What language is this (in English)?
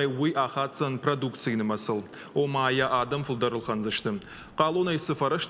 Ossetic